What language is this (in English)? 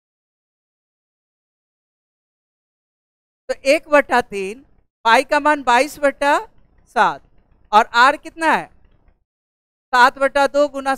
Hindi